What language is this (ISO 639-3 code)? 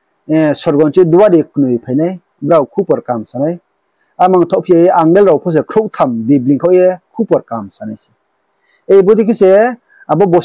ria